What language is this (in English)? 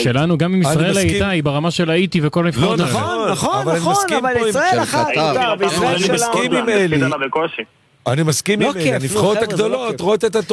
Hebrew